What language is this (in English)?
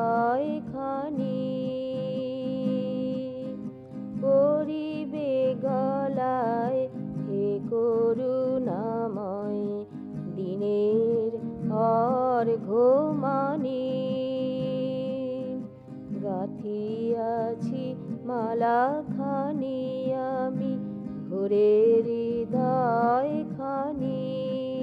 Bangla